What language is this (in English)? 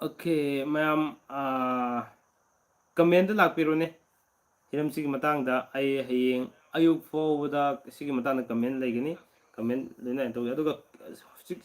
Manipuri